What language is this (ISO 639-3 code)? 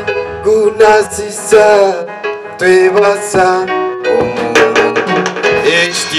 nyn